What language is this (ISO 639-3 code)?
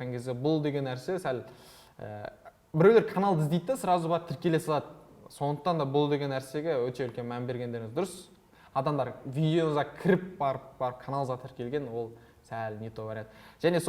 kaz